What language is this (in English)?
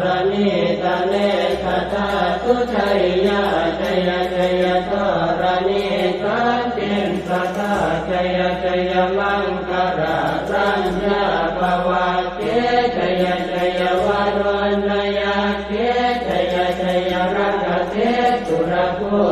Pali